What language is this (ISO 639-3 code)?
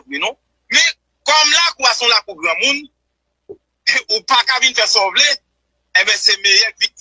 hat